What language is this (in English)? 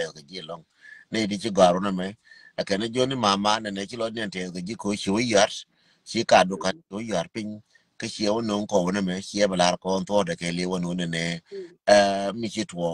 Nuer